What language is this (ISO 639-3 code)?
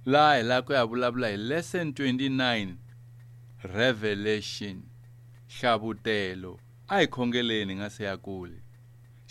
tso